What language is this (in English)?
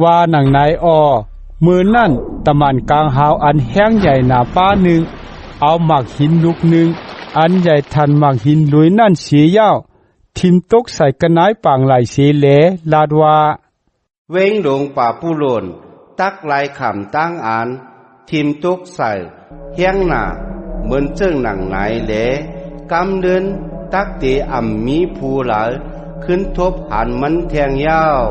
Shan